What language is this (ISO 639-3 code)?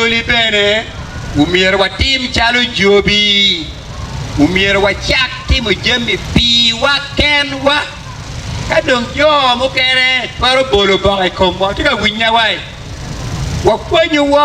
ach